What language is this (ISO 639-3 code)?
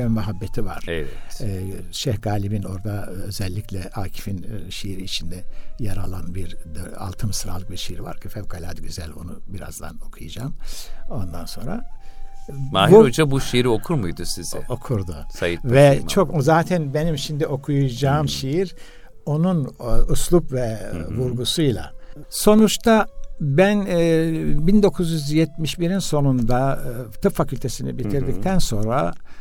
tur